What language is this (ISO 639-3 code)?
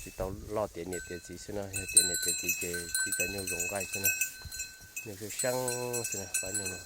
hmn